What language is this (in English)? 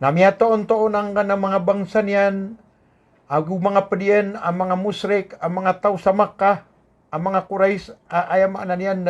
Maranao